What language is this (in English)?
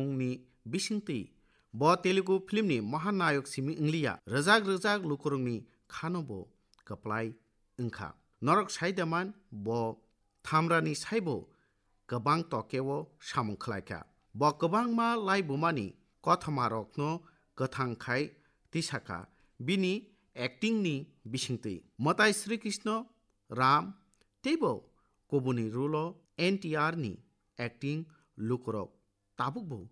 Kok Borok